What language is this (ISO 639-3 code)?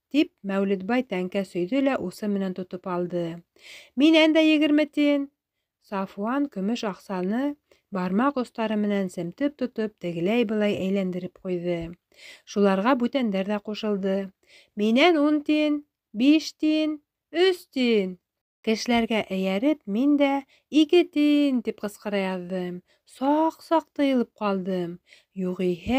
bak